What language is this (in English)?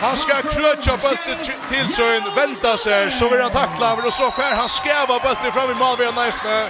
Faroese